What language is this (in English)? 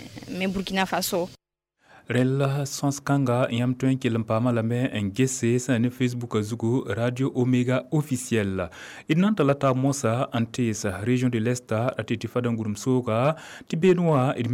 Mossi